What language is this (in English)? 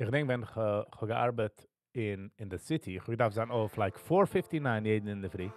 Yiddish